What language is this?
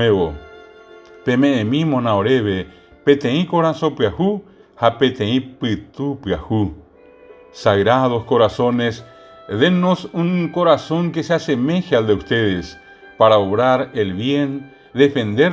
Guarani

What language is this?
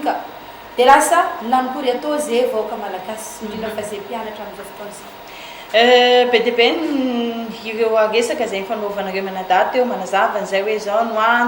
Malagasy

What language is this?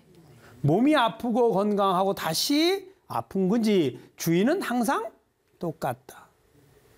Korean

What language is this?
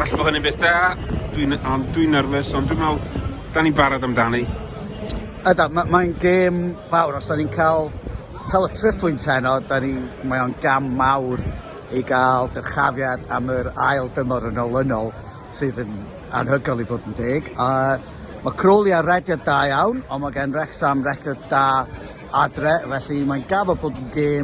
Welsh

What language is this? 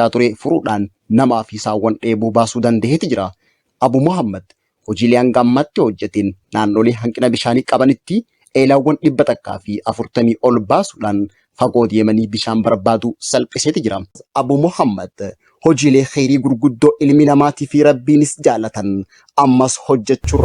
Oromo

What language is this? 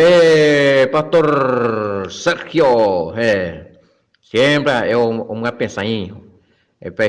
Guarani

